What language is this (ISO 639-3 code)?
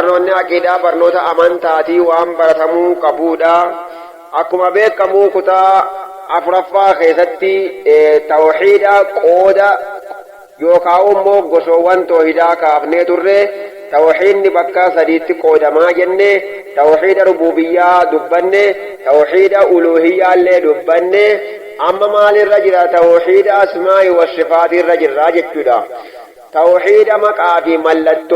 orm